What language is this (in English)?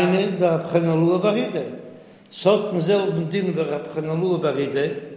Yiddish